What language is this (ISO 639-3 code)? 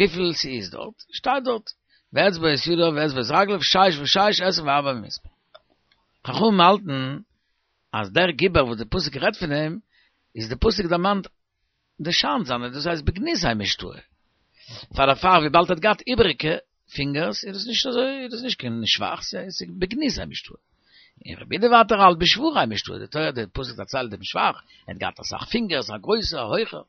yid